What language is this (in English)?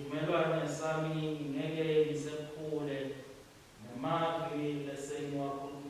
Swati